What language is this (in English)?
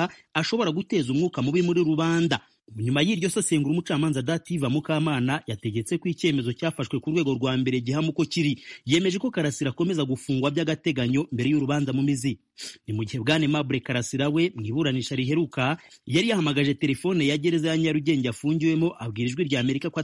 Kinyarwanda